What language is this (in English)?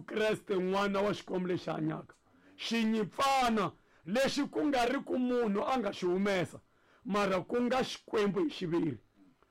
Tsonga